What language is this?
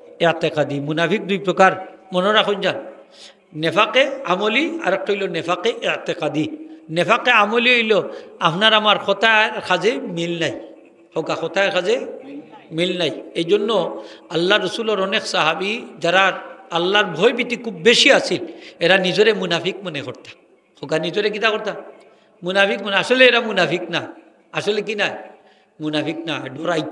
Sylheti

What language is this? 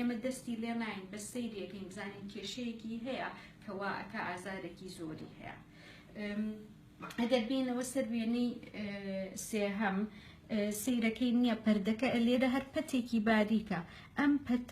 Central Kurdish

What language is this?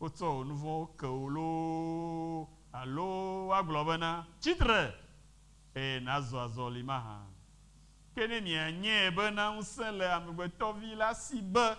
Ewe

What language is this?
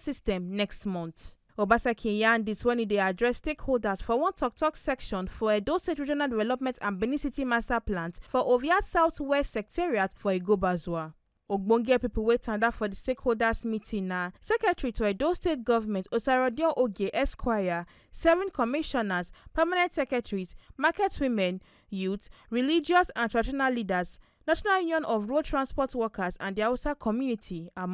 Nigerian Pidgin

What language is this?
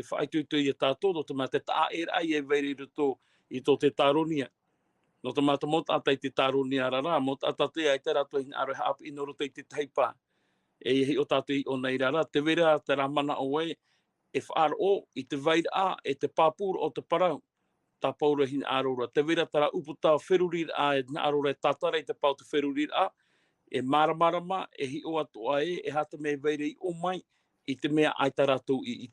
Tahitian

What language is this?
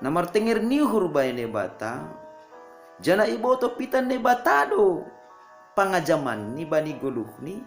Batak Simalungun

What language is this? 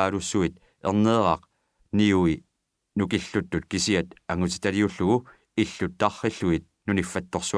Kalaallisut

